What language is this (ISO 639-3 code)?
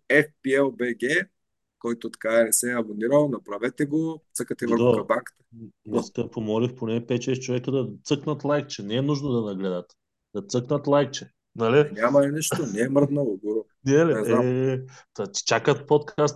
bul